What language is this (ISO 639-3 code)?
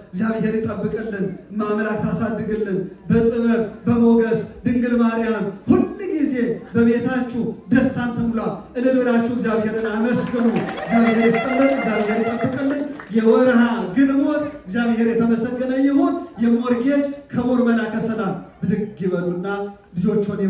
amh